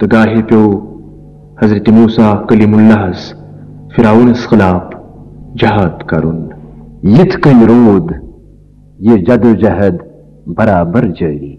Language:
Kashmiri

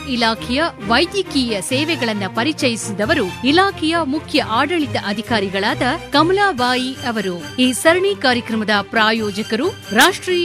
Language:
Kannada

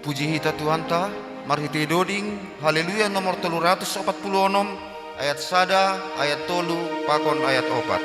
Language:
Batak Simalungun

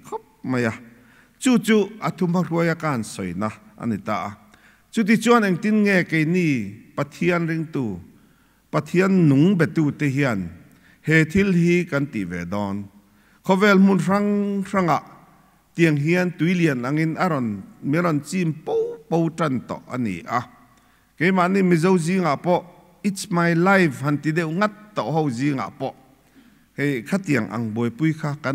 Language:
Mizo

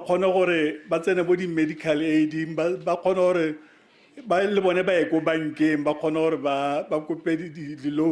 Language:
Tswana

